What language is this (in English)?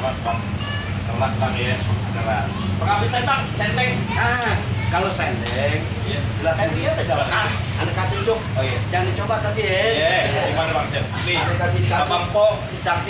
Betawi